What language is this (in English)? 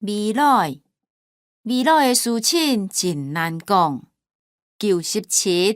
Hakka Chinese